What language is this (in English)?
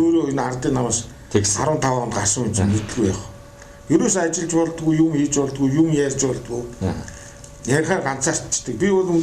Mongolian